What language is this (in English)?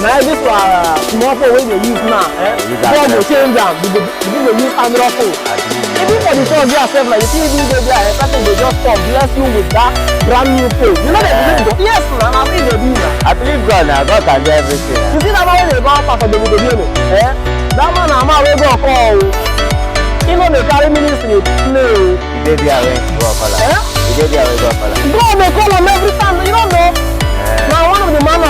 Nigerian Pidgin